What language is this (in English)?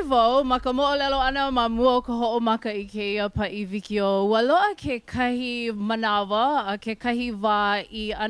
Hawaiian